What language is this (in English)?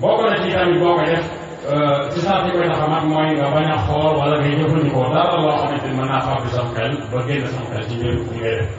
Wolof